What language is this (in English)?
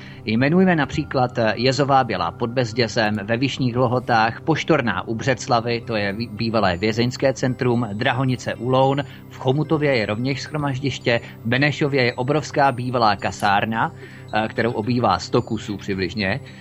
Czech